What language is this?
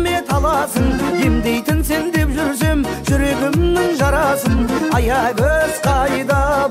Kara-Kalpak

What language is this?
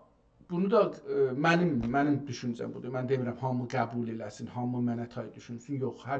South Azerbaijani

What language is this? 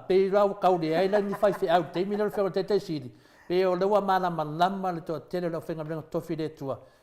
Samoan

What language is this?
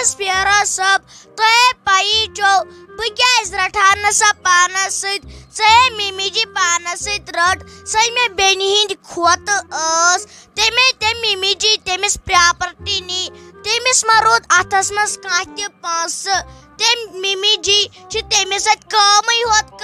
Kashmiri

